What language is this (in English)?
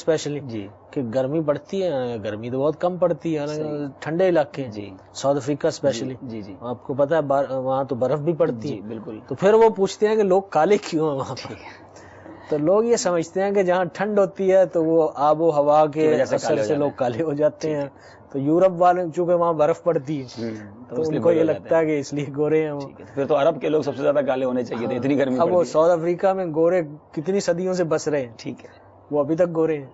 Urdu